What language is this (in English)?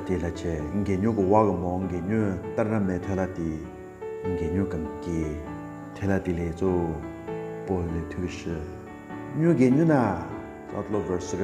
Southern Rengma Naga